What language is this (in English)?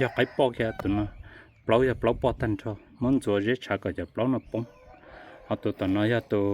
Hmong